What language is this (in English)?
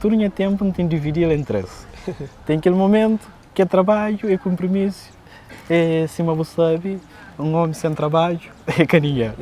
Kabuverdianu